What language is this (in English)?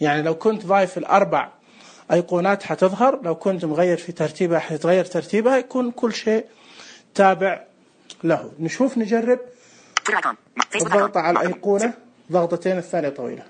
Najdi Arabic